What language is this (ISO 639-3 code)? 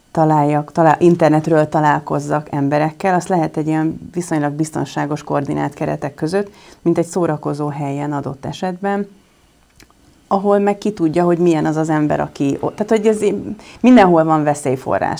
hun